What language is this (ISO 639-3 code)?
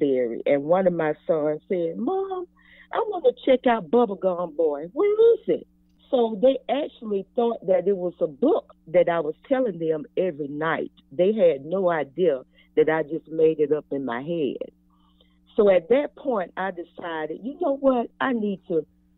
eng